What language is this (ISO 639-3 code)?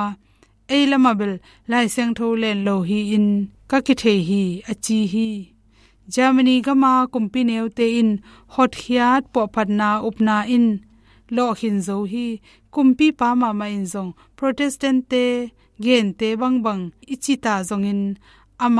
ctd